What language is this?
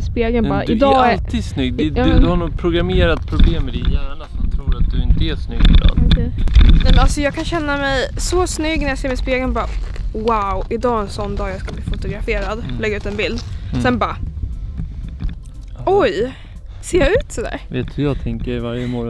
Swedish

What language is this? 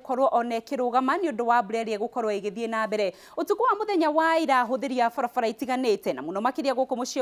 Kikuyu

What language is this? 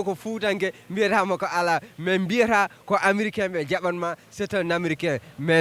Fula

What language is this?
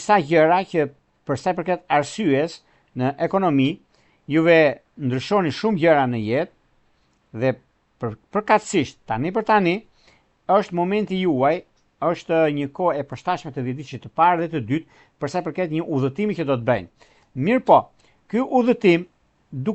Albanian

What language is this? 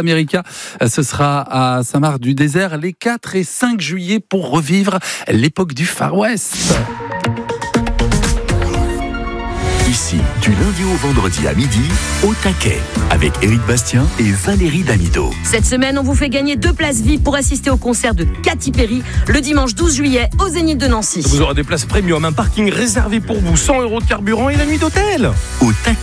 French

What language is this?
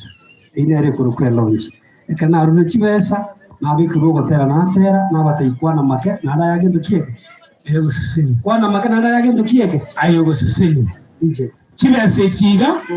Gusii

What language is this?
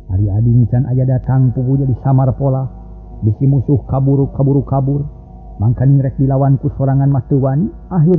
Sundanese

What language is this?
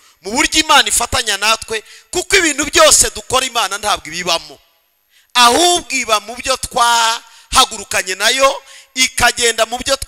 Kinyarwanda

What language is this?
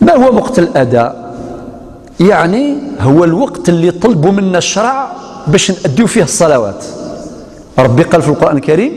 Algerian Arabic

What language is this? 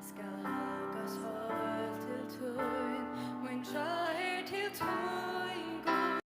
Faroese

